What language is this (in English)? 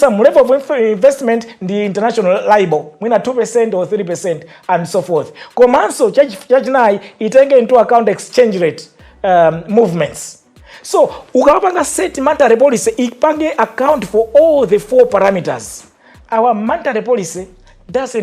Nyanja